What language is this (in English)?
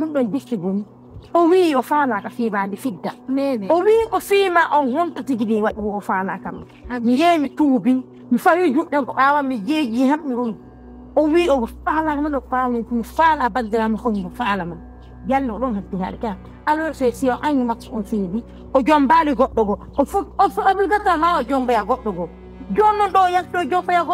Fula